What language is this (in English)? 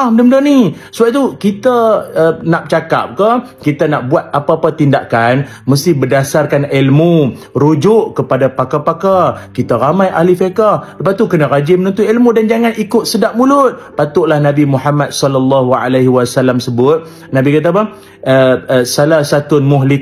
Malay